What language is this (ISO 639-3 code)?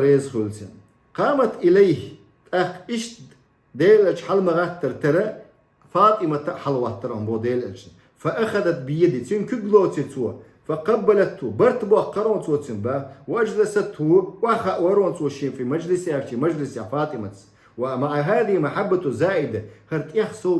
che